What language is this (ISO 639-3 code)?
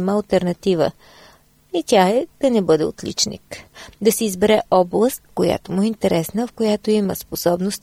bul